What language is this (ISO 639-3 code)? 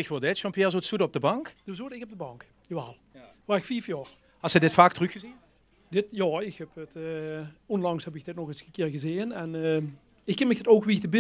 lim